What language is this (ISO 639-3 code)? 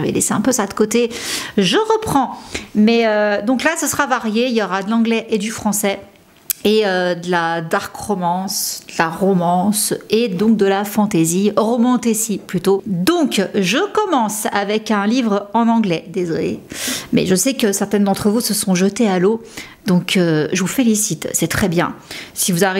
fra